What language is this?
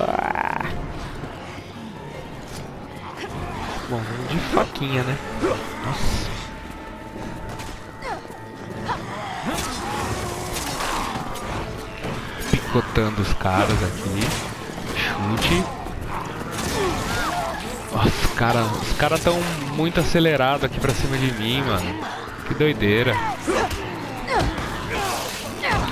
Portuguese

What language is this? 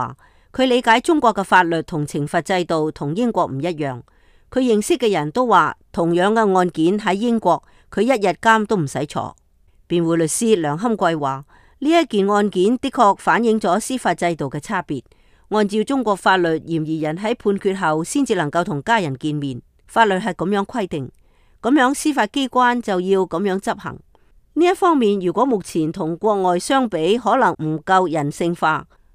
Cantonese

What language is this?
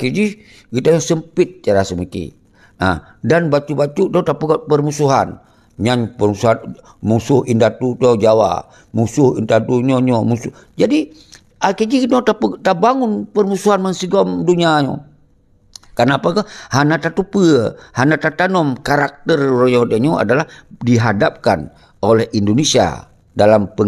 Achinese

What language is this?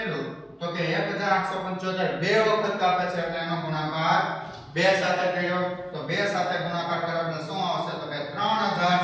Gujarati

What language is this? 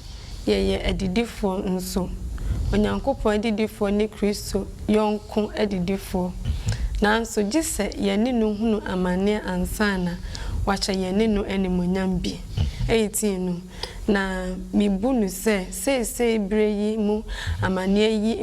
Akan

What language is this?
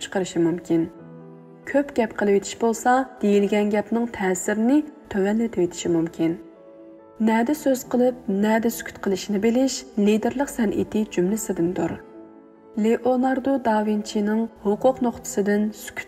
Uyghur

